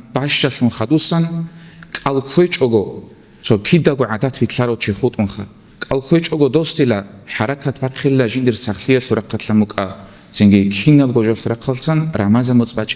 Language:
Avaric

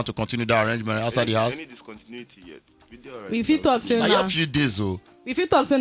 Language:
Nigerian Pidgin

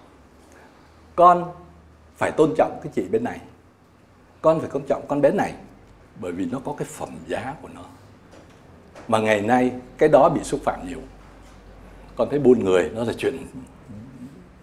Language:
Vietnamese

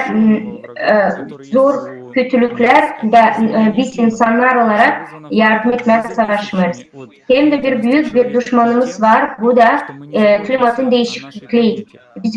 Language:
Gagauz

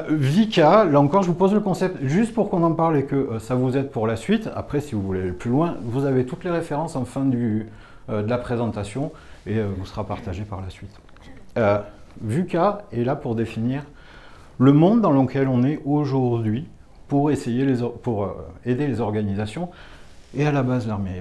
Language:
French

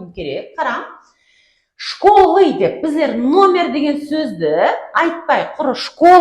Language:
Kara-Kalpak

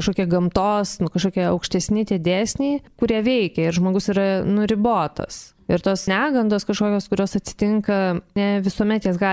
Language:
Lithuanian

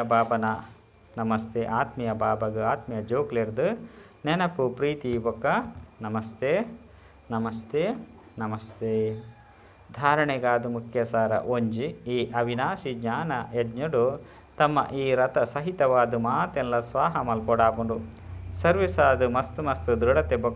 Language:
Tulu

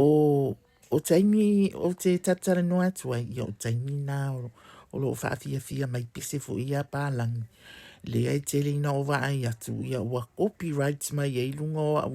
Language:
Samoan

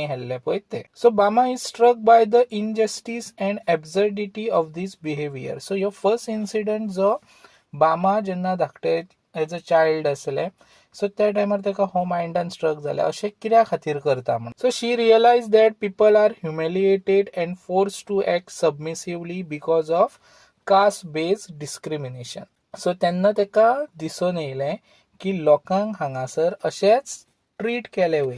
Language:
Konkani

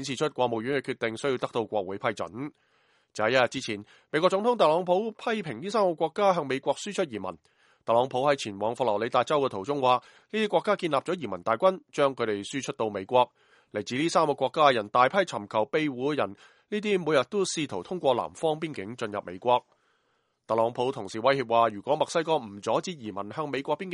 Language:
Cantonese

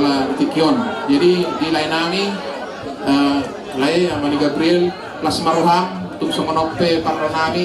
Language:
Batak Toba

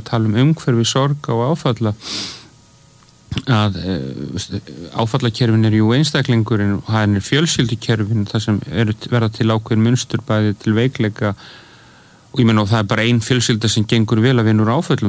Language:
Icelandic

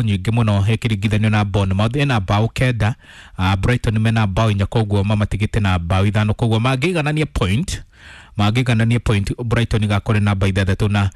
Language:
Kikuyu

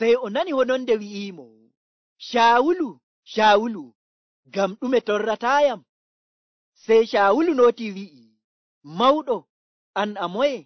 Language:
Nigerian Fulfulde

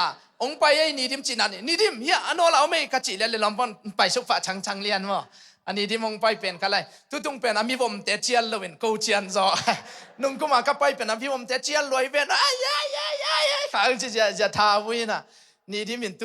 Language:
Tedim Chin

